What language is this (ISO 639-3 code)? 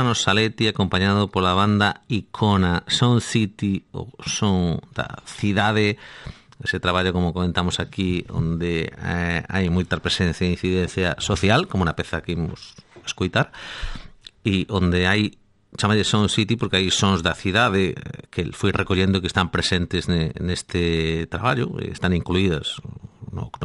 glg